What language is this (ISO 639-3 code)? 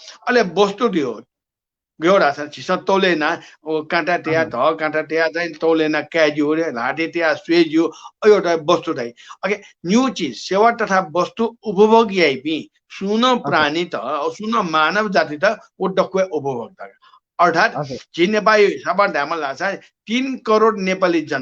new